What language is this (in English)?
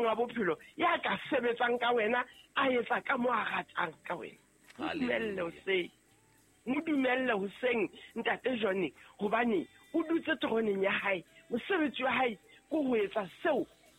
Southern Sotho